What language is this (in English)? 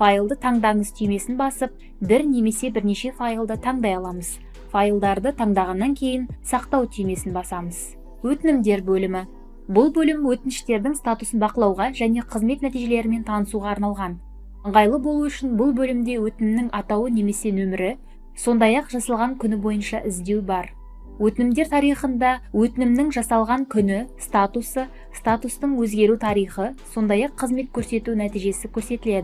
Kazakh